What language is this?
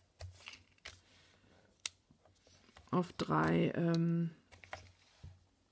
German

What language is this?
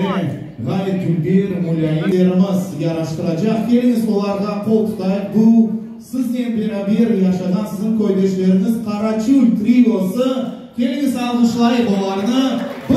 Crimean Tatar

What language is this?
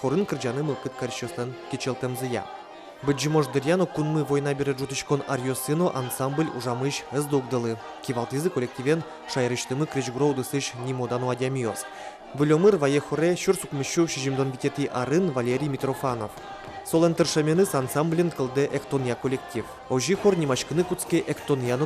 Udmurt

